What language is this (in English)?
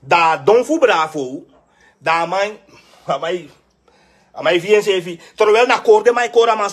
Sranan Tongo